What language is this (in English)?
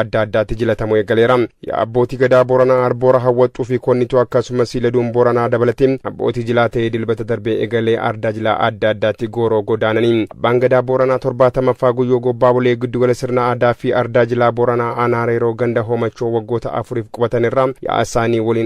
Oromo